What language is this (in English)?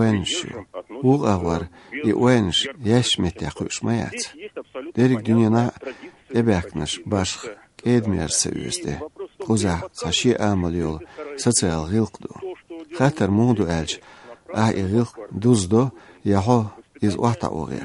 Chechen